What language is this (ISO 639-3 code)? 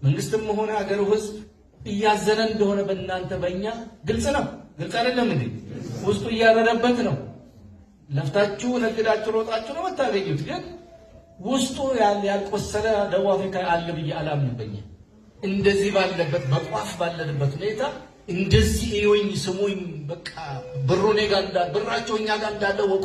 amh